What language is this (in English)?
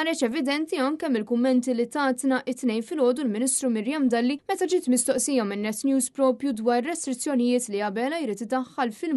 Maltese